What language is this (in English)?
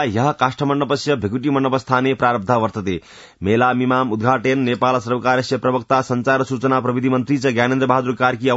Sanskrit